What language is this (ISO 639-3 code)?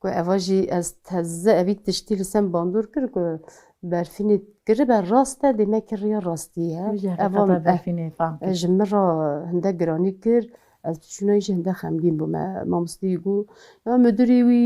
kur